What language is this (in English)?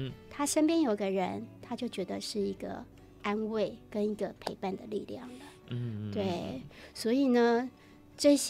Chinese